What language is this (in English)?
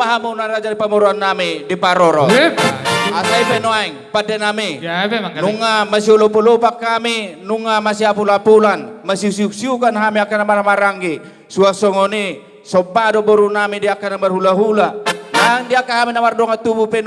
Batak Toba